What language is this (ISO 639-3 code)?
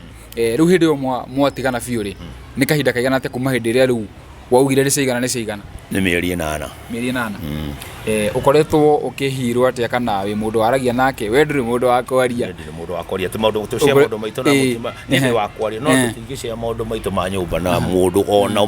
kik